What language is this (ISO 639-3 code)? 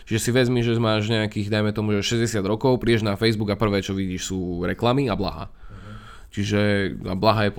slk